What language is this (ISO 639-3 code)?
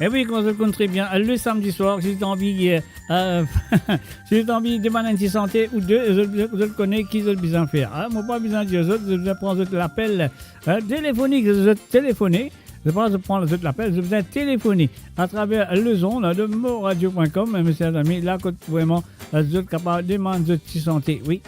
mfe